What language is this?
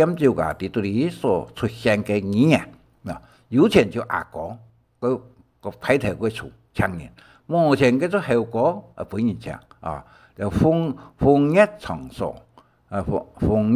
Hakka Chinese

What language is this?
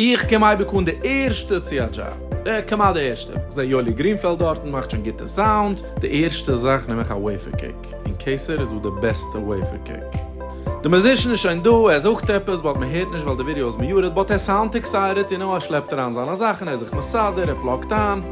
Yiddish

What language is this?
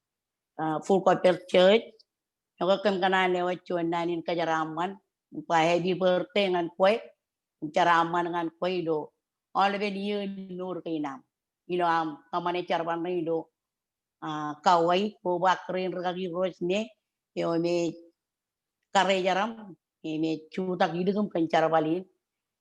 Marshallese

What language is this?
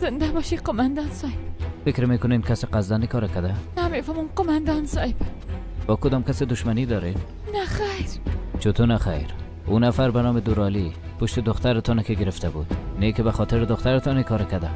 Persian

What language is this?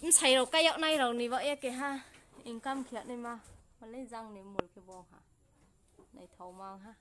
Riang (India)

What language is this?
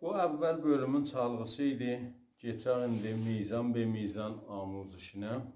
South Azerbaijani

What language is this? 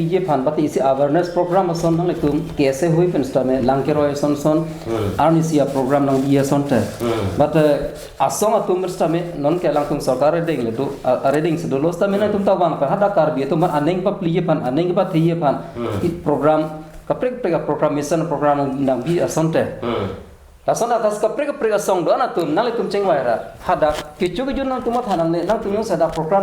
Karbi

